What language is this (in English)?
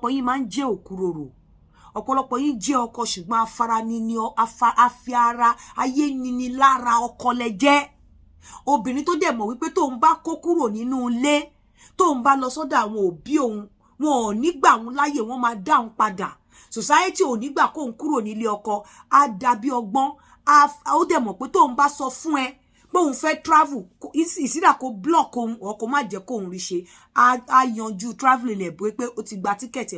Yoruba